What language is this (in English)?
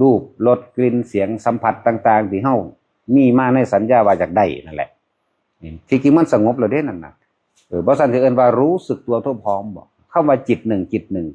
Northeastern Thai